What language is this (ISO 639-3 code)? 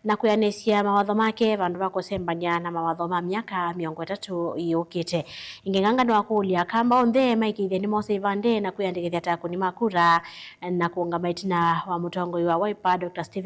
kam